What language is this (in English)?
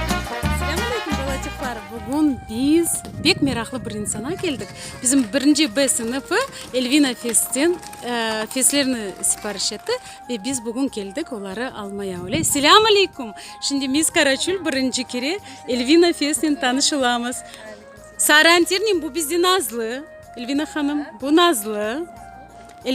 Crimean Tatar